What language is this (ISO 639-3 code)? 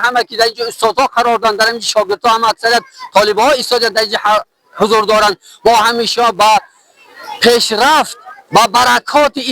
tgk